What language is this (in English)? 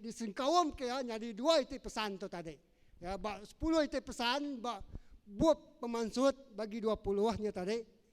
Iban